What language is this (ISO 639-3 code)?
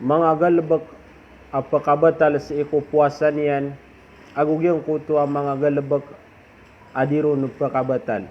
mrw